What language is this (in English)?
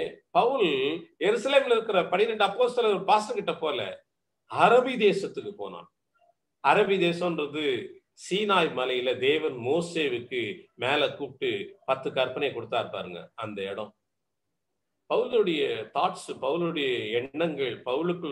Tamil